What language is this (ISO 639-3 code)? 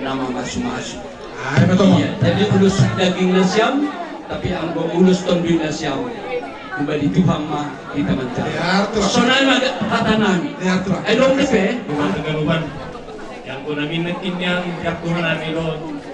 bts